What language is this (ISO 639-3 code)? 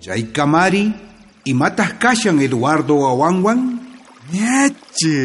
quh